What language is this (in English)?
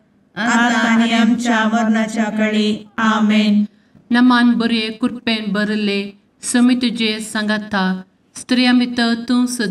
Konkani